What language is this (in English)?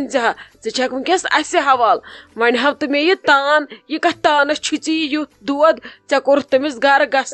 Kashmiri